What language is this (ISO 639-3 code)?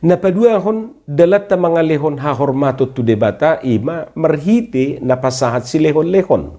bbc